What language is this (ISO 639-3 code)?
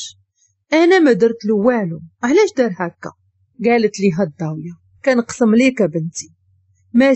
ary